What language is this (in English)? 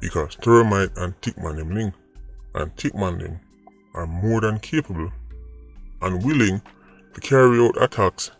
Jamaican Creole English